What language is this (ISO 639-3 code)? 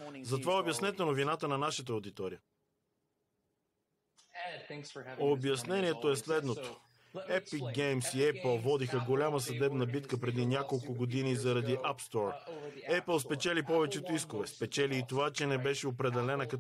bul